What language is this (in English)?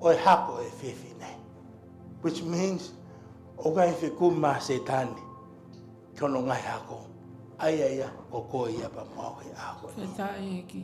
Tongan